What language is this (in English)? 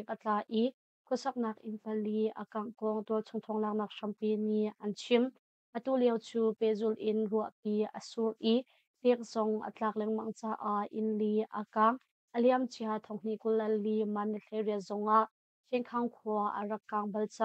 Hakha Chin